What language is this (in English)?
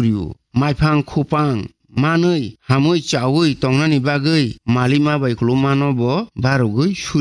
Kok Borok